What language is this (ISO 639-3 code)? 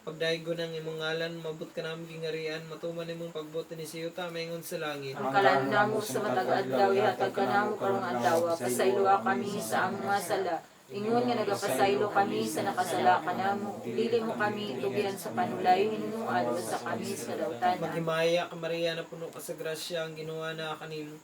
ceb